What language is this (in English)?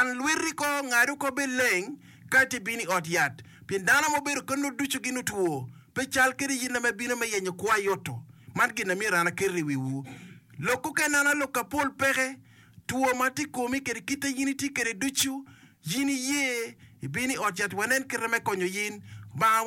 Acoli